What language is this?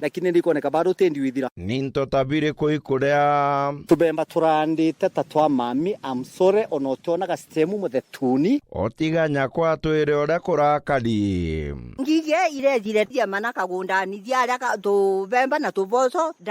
Meru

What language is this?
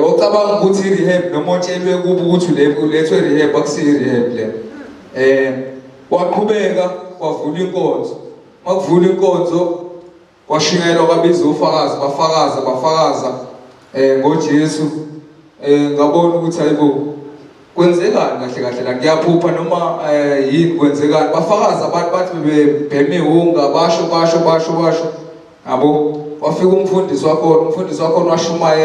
Zulu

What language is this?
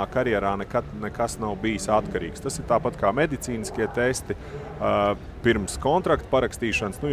Latvian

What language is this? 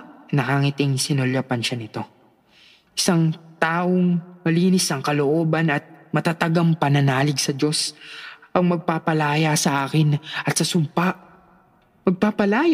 Filipino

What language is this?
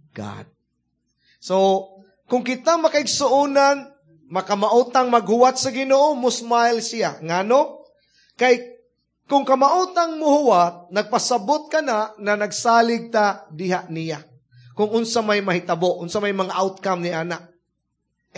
Cebuano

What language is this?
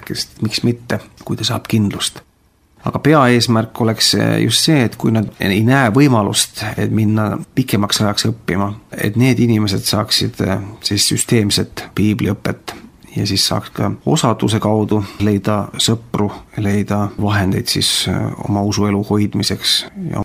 Estonian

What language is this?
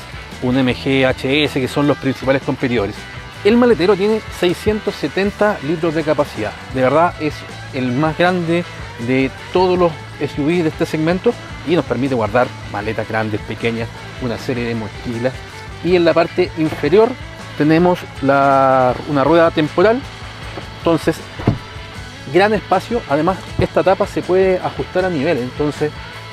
Spanish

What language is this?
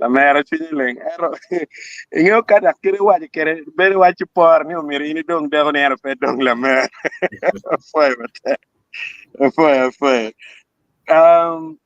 Acoli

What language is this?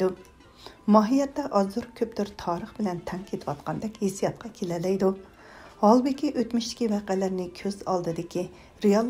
Uyghur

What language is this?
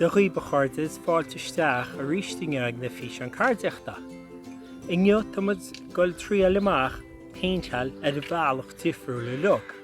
Irish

